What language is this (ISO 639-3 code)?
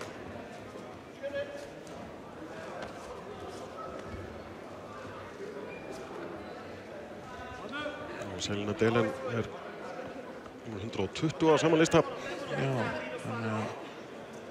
isl